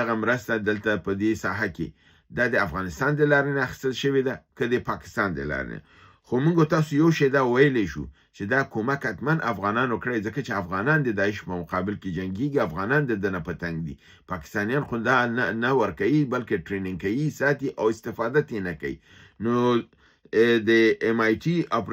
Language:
Pashto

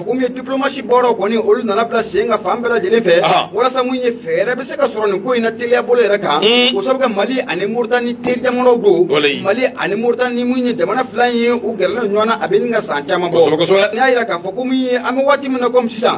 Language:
Bambara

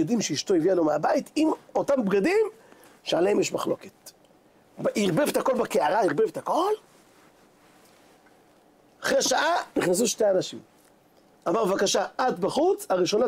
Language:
Hebrew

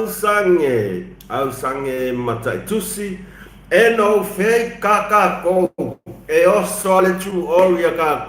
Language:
Samoan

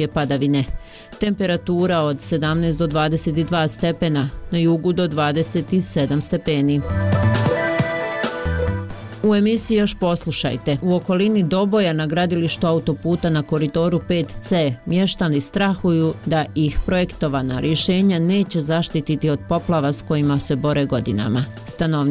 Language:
Bosnian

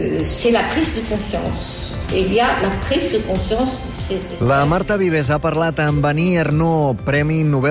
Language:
Catalan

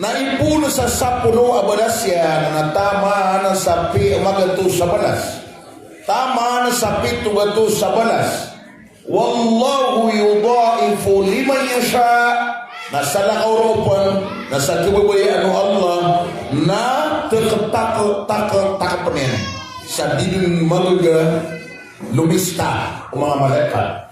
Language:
Maranao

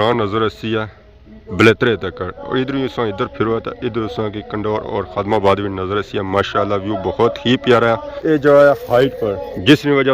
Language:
Pahari-Potwari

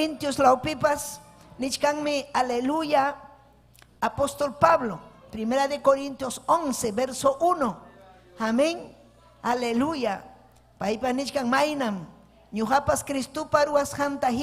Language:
Ayacucho Quechua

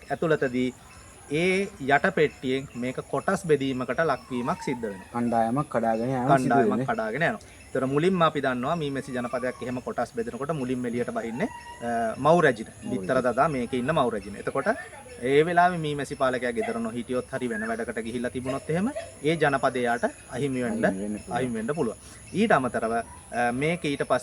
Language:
Sinhala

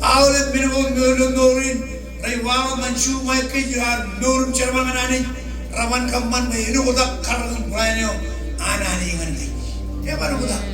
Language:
Marshallese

